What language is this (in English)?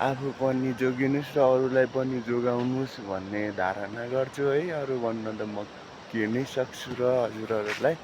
Nepali